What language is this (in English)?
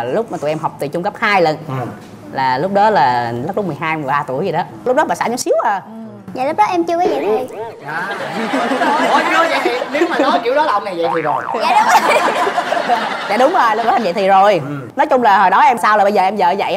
Vietnamese